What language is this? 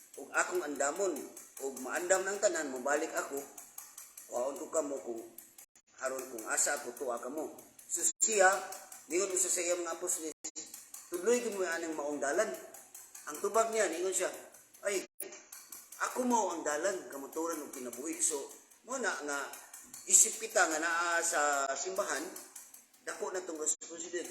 Cebuano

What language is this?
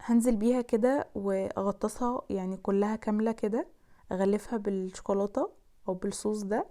Egyptian Arabic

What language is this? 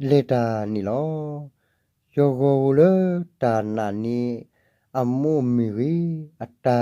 S'gaw Karen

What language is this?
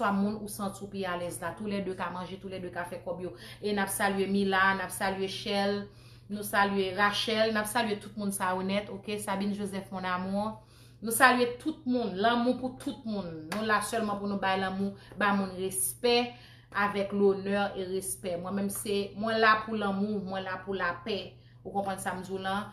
Haitian Creole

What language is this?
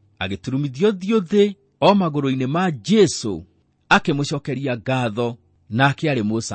Kikuyu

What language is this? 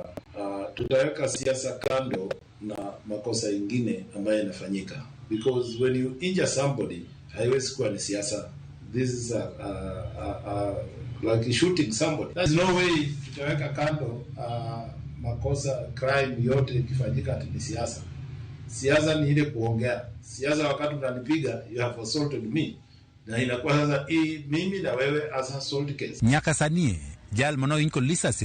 Luo (Kenya and Tanzania)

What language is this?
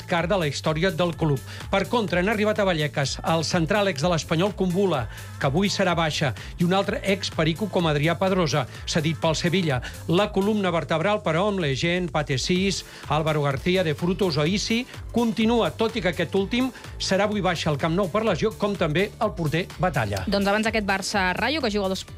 Catalan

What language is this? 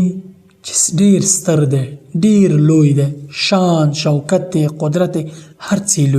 Pashto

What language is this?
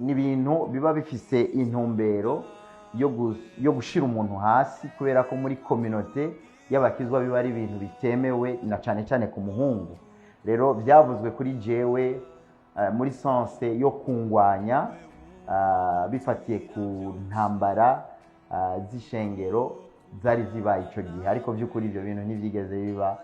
Rundi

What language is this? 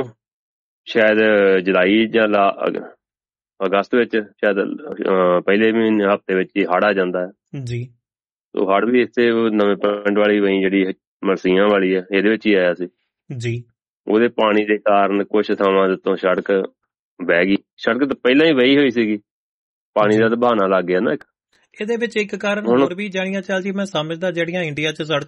Punjabi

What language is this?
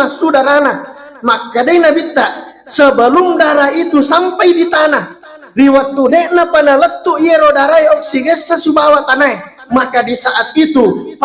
Buginese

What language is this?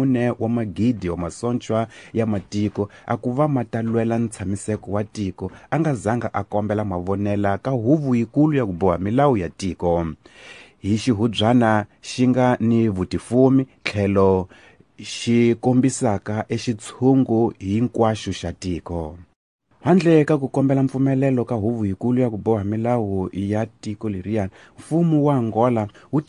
Tsonga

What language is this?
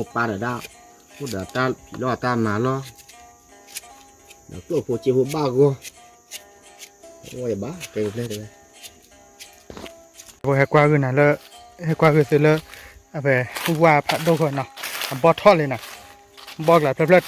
S'gaw Karen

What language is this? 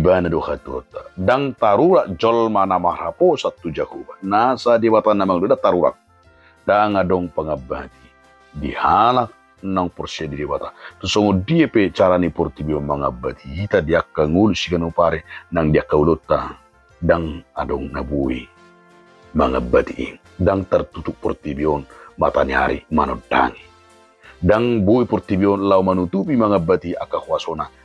Batak Toba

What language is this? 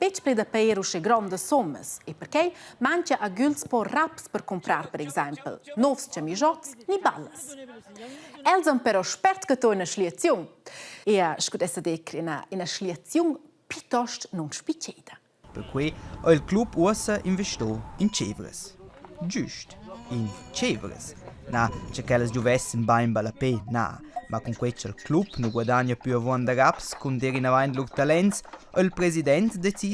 Romansh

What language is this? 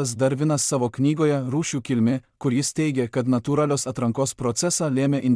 Lithuanian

